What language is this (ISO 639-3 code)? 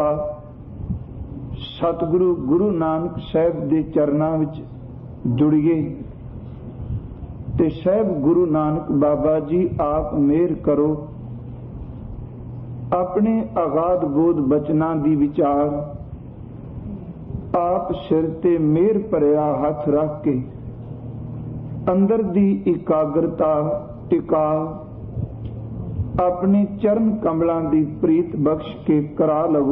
pan